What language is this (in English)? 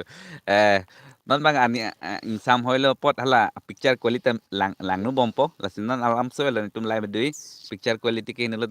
Karbi